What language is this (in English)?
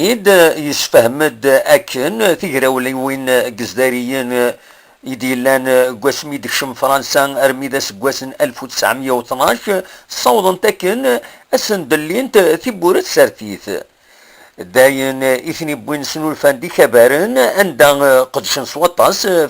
Kabyle